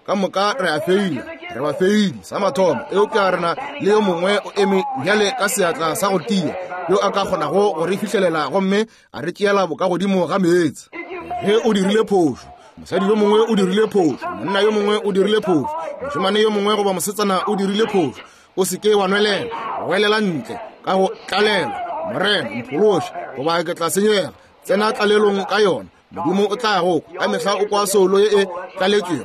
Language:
Northern Sotho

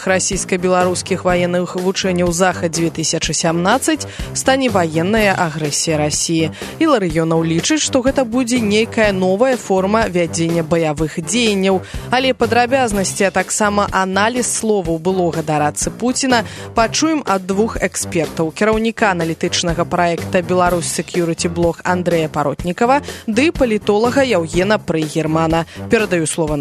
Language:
Belarusian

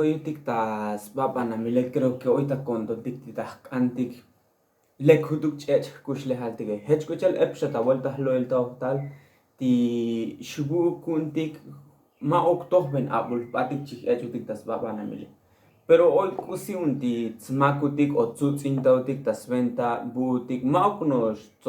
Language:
Tzotzil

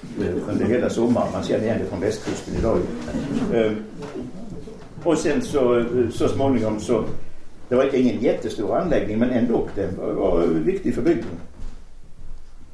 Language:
Swedish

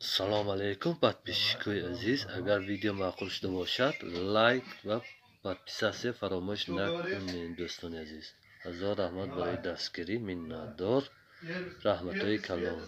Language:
Tajik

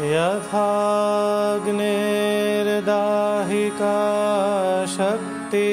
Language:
Sanskrit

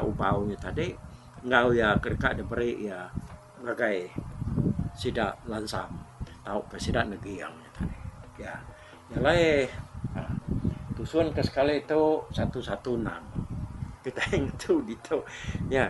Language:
Iban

